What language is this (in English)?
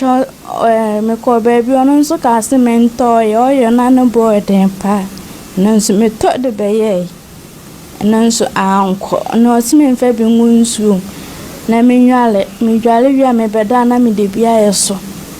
Akan